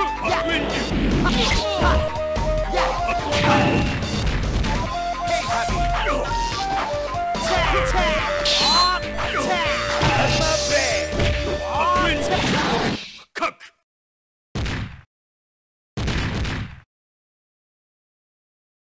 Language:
Japanese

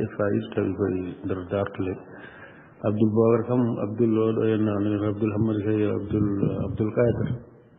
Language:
Fula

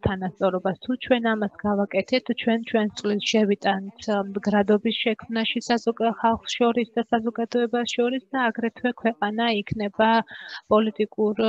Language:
Georgian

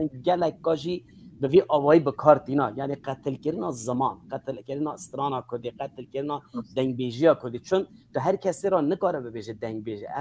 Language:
Kurdish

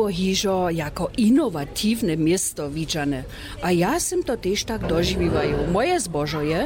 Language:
Upper Sorbian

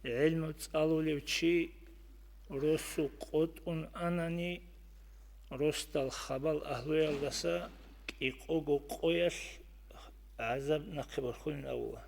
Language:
Avaric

